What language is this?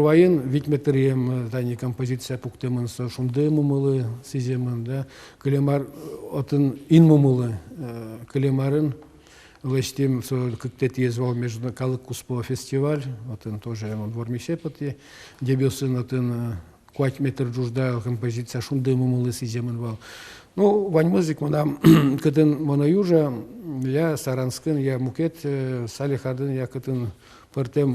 Udmurt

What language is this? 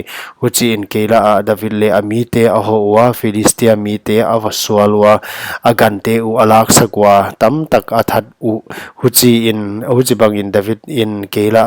Paite Chin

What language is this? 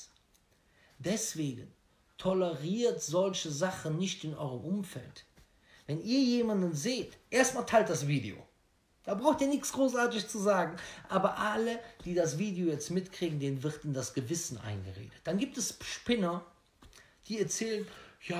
German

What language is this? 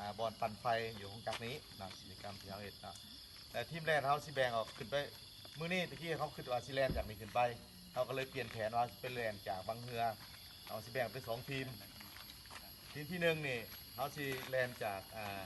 Lao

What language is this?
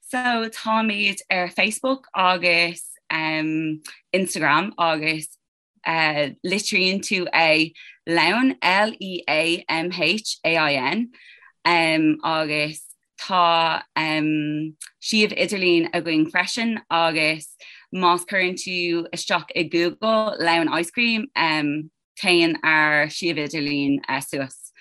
Irish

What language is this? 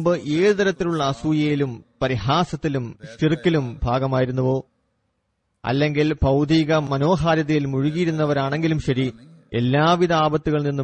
Malayalam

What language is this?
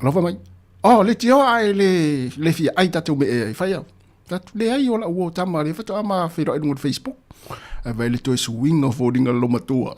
Samoan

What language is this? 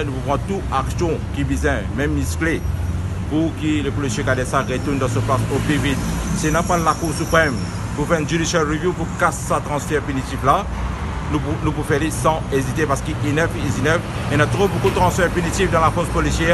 Morisyen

